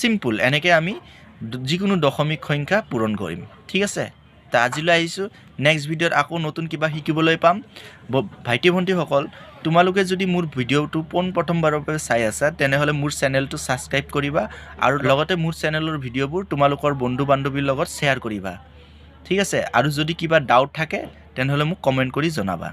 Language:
Assamese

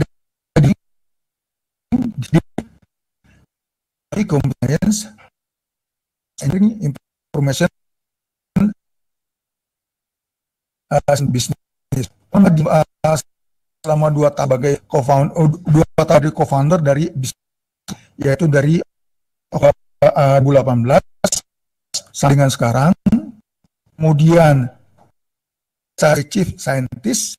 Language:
Indonesian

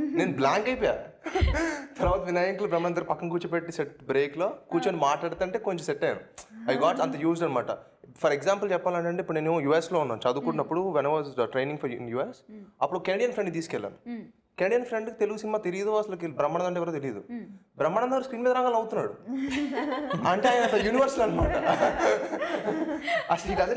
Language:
Telugu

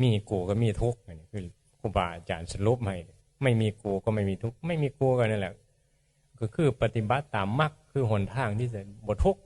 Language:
Northeastern Thai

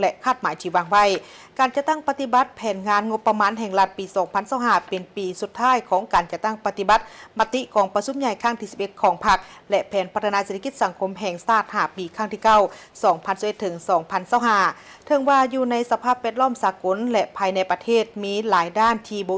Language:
Lao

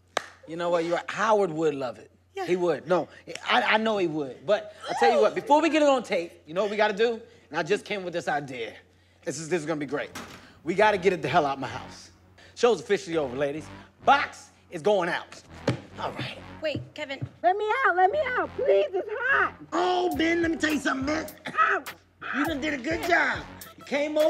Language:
English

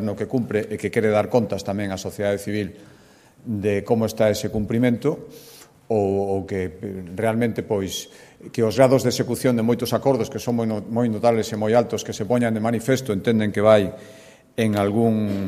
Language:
Galician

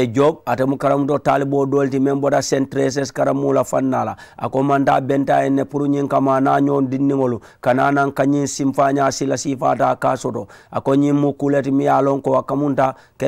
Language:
Mandingo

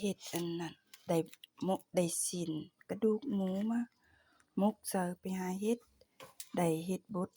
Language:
Lao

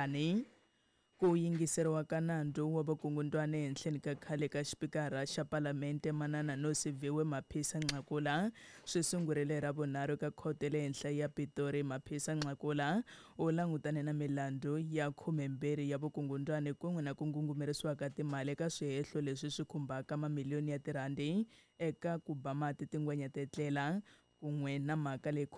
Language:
Tsonga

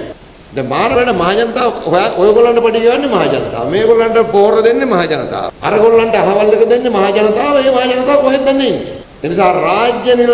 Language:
Sinhala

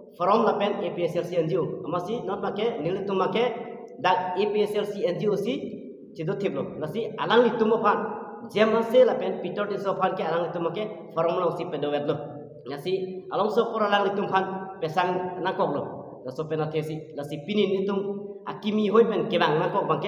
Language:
Karbi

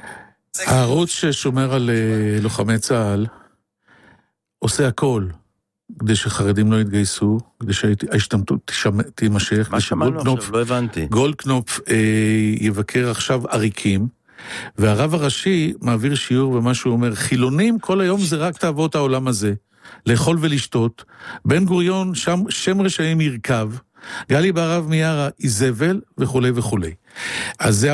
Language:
Hebrew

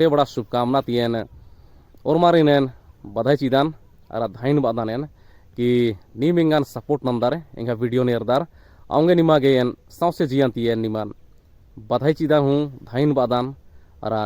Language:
Kurukh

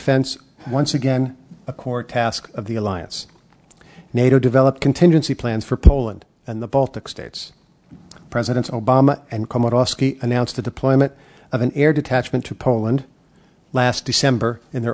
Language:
English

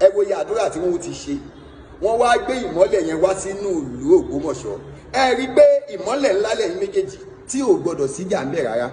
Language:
Yoruba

